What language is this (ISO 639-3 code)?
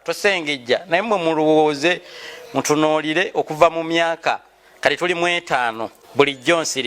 lug